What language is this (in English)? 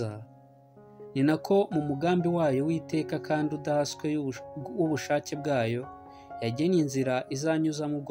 Kinyarwanda